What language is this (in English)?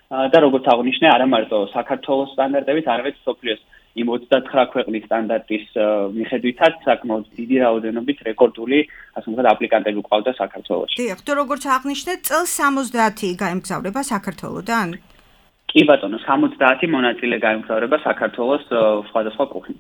Georgian